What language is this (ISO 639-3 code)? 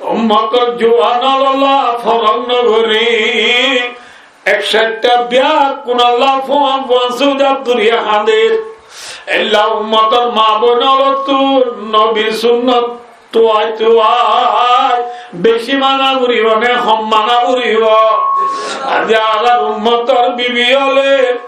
rhg